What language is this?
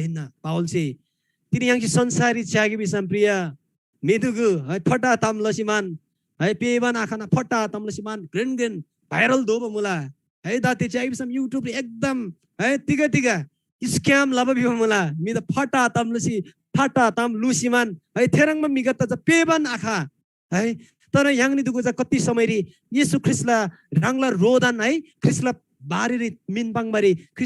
Eastern Tamang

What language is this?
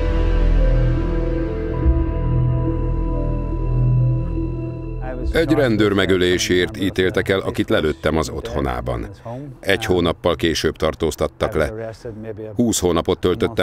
Hungarian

